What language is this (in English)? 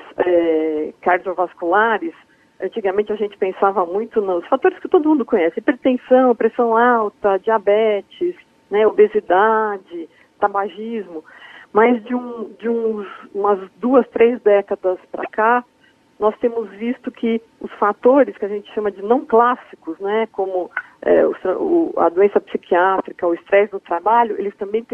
Portuguese